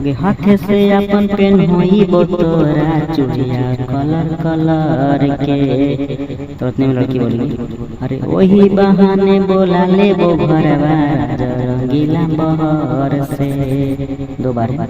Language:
Magahi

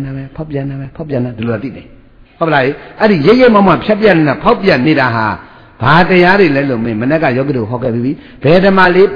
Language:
Burmese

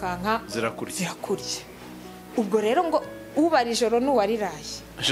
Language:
Kinyarwanda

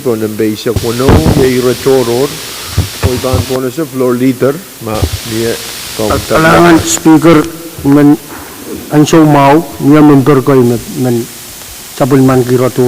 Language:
Pohnpeian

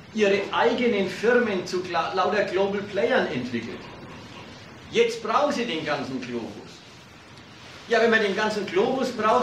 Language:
German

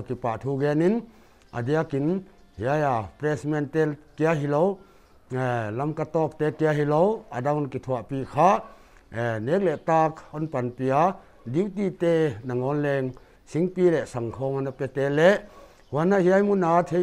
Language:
Paite Chin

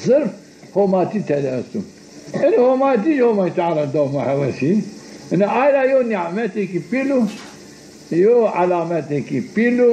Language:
Zaza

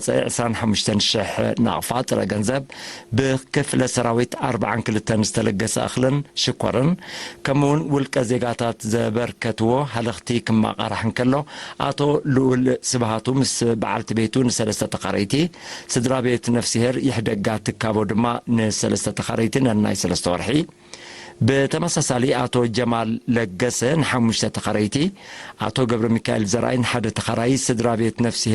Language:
Tigrinya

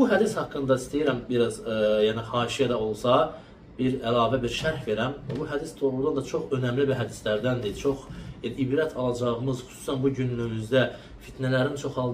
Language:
Azerbaijani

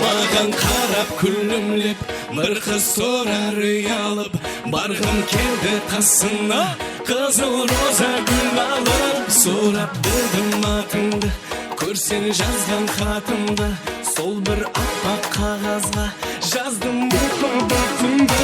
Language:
Kara-Kalpak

